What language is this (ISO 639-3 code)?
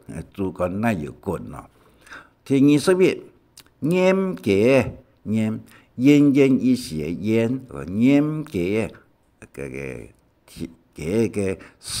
hak